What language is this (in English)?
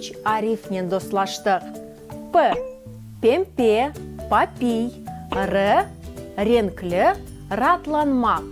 Crimean Tatar